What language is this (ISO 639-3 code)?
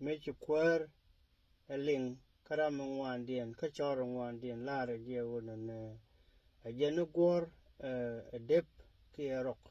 nus